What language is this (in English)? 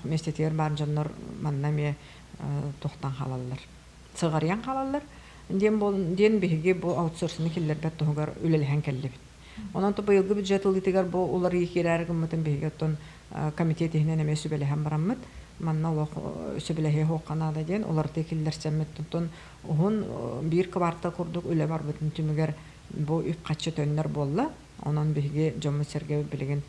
Yakut